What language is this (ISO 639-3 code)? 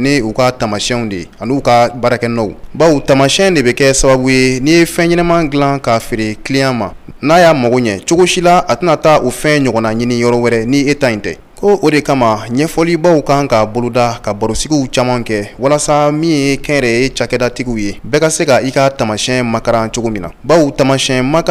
bam